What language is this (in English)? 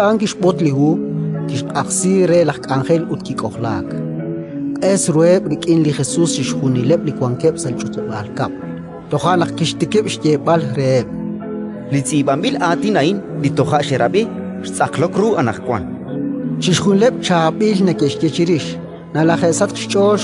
Kekchí